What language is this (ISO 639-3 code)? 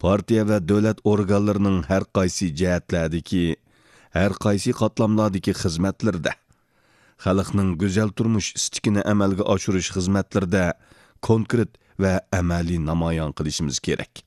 uig